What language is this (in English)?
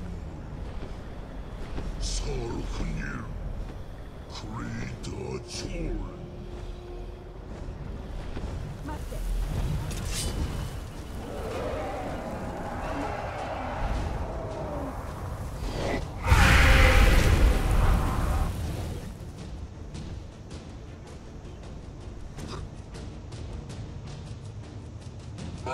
Japanese